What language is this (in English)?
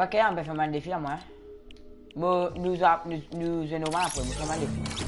Morisyen